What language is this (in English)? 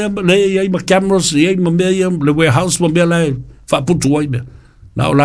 Samoan